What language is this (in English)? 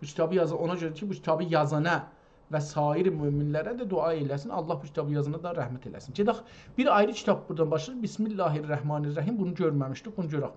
South Azerbaijani